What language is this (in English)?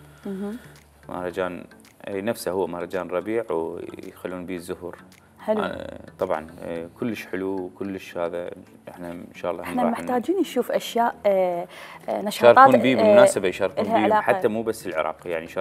Mesopotamian Arabic